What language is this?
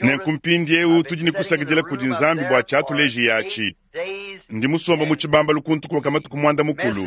Luba-Lulua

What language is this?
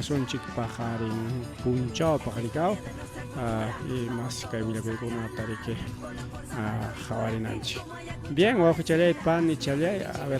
Ayacucho Quechua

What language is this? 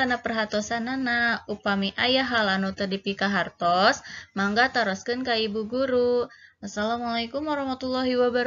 Sundanese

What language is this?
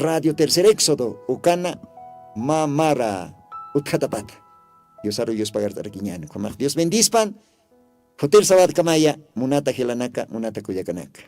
Aymara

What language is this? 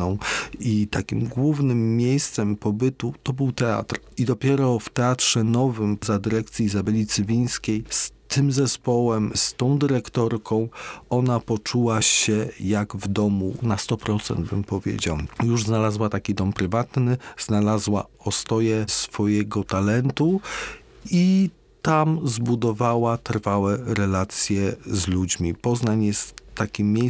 Polish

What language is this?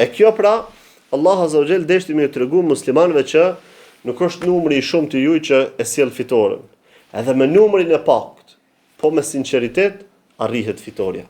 Albanian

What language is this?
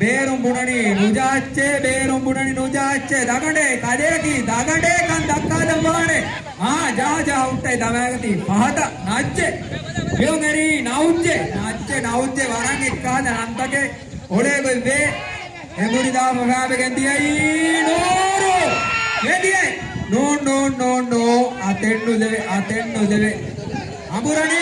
Divehi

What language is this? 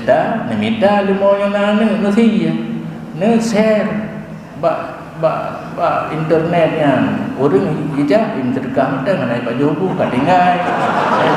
Achinese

